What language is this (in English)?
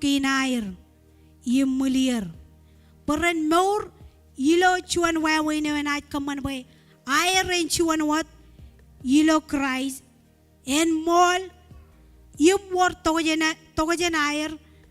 Marshallese